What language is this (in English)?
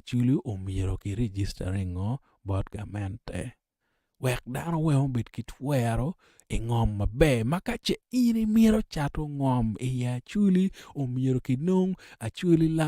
Acoli